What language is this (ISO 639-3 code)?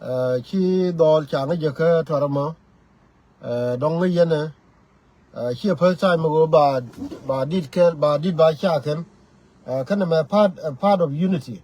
nus